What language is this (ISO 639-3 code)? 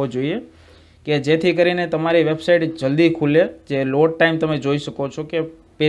guj